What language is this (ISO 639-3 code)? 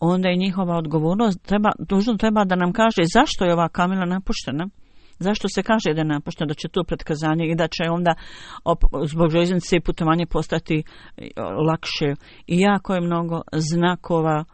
bos